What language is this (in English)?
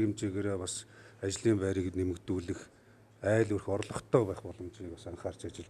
Mongolian